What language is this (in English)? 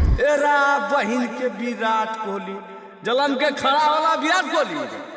Magahi